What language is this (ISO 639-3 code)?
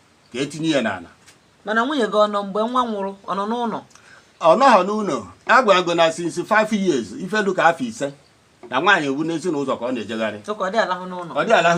ibo